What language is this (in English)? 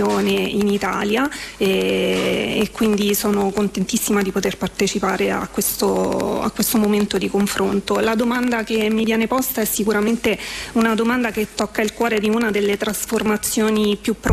Italian